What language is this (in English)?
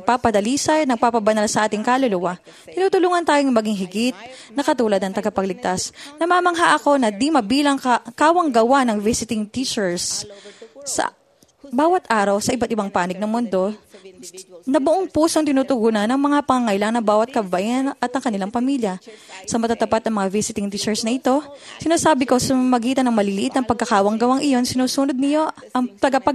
Filipino